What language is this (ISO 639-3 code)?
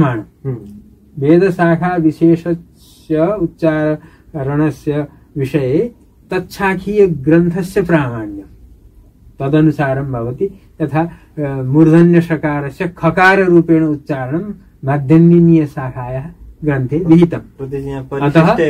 san